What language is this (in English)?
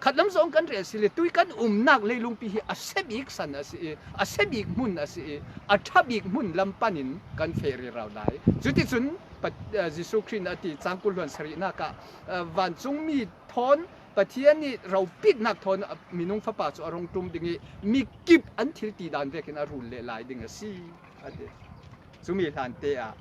Falam Chin